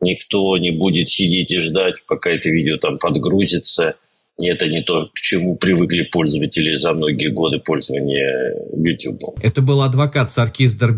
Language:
Russian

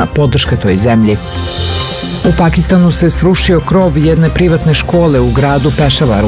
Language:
Serbian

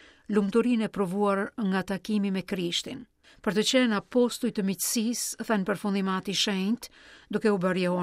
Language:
Albanian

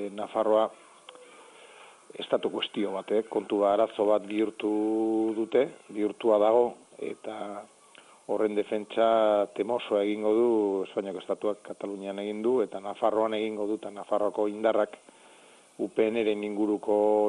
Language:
Basque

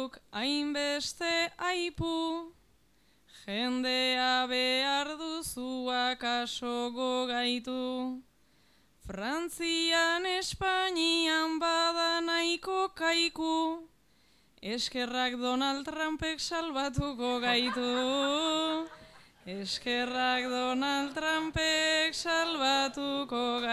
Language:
Basque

